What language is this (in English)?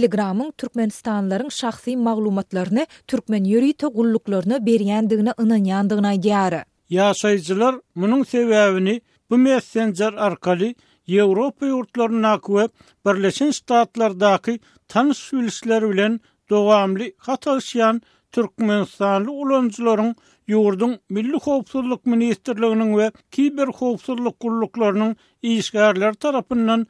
Turkmen